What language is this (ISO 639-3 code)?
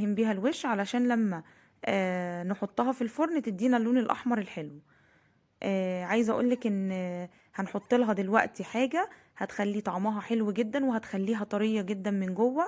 arz